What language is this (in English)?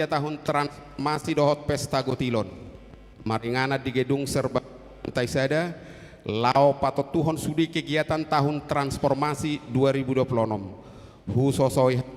Batak Toba